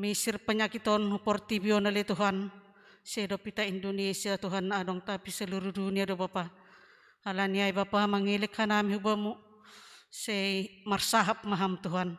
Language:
Batak Simalungun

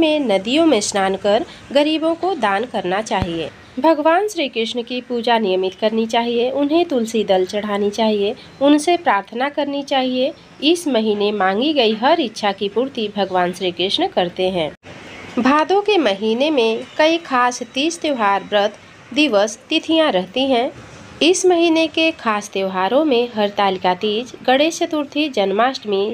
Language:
Hindi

